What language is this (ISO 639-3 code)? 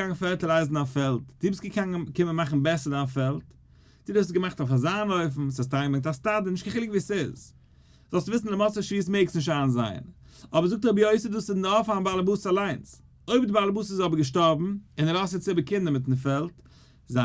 yid